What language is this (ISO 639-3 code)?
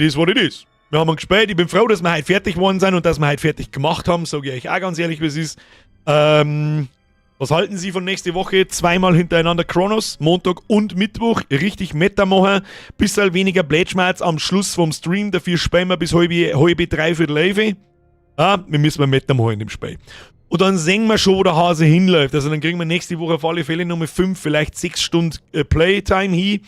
bar